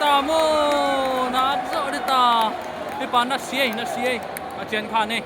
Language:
Tedim Chin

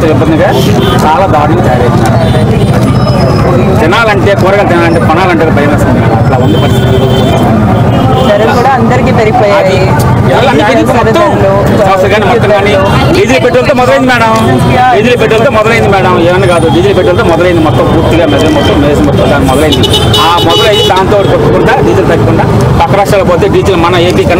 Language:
Telugu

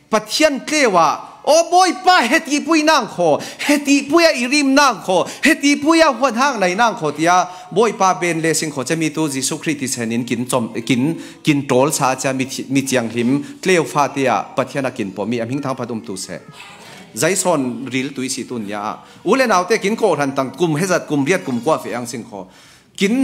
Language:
Falam Chin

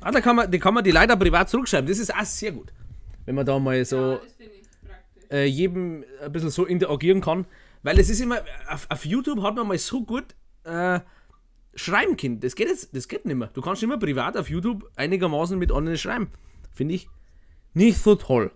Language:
Bavarian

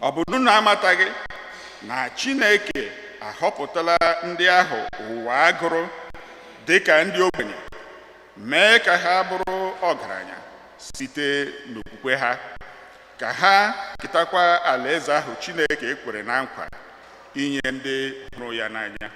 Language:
Igbo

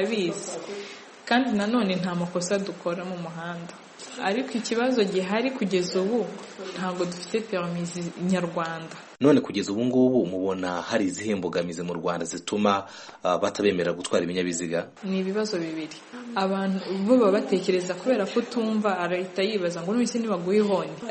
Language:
Kinyarwanda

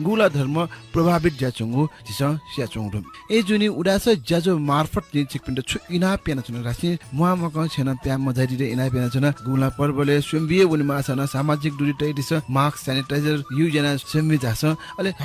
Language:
Newari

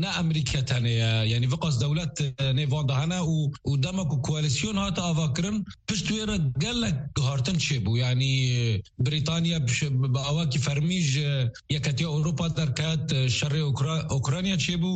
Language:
Kurdish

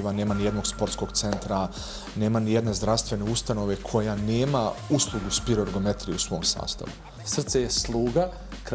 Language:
Bosnian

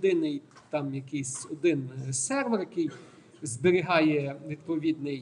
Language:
Ukrainian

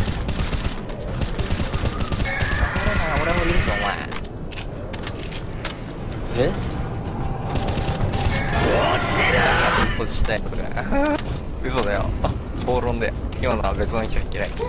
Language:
Japanese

